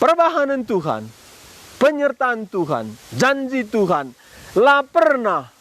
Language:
Batak Karo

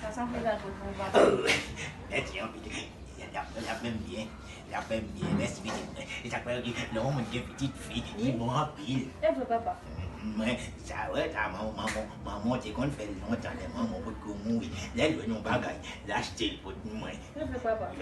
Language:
Haitian Creole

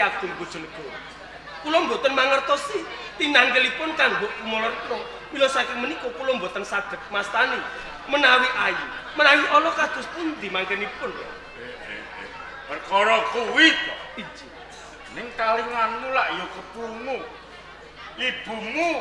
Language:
Javanese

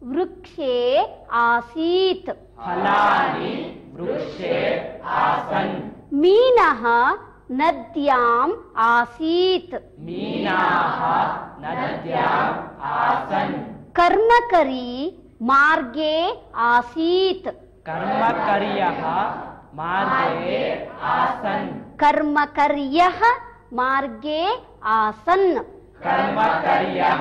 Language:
Sanskrit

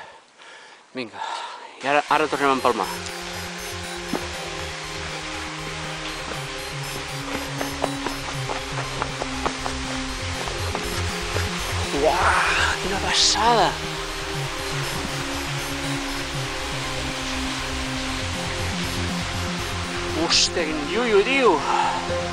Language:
Catalan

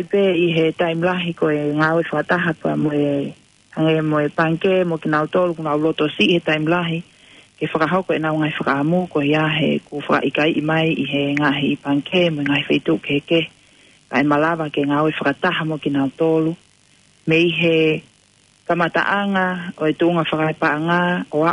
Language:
Tongan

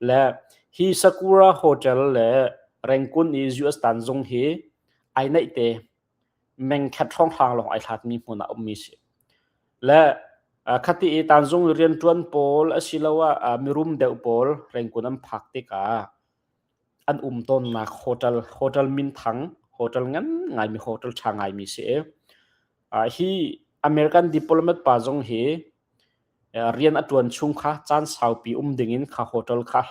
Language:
Hakha Chin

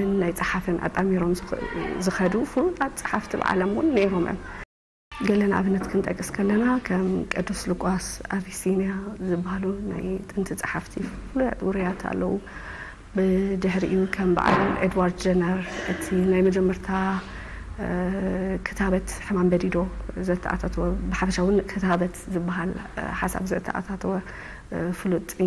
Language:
Tigrinya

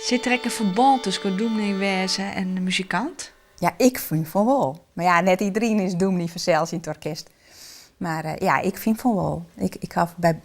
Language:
Western Frisian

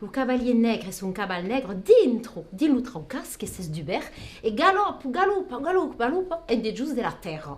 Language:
Occitan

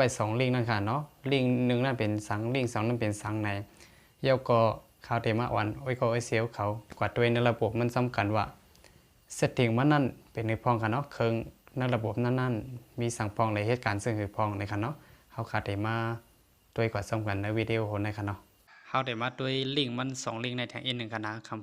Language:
Shan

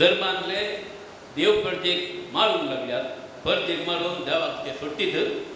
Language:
Konkani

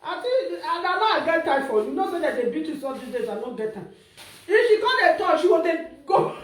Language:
Nigerian Pidgin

